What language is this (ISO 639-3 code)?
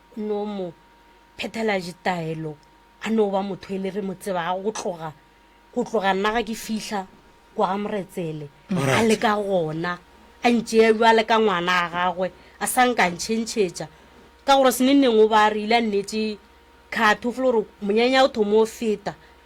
nso